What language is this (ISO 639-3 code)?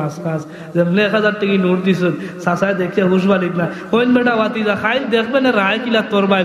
syl